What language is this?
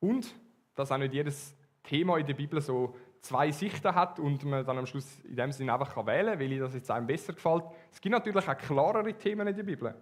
Swiss German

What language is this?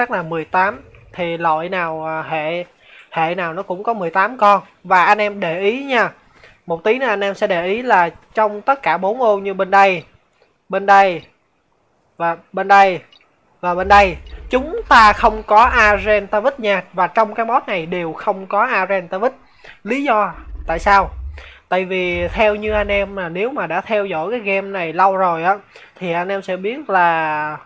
Vietnamese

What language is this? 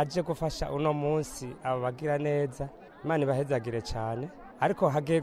Kinyarwanda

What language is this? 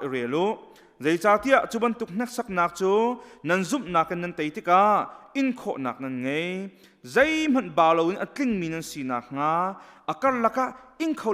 Hakha Chin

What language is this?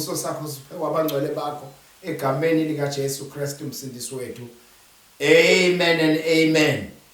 Zulu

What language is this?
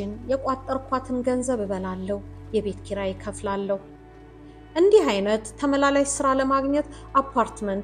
Amharic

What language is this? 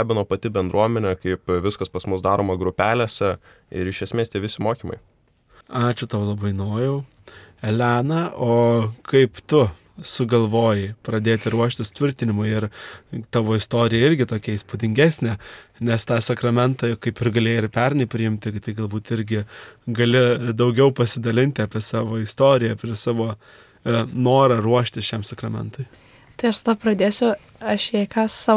Lithuanian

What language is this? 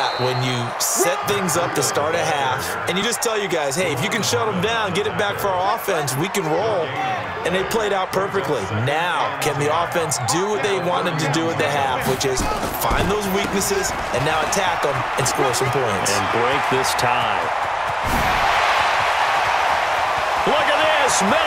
English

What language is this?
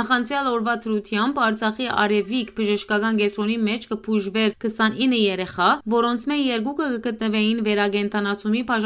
Western Armenian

